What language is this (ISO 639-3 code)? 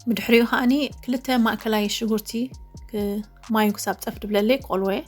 tir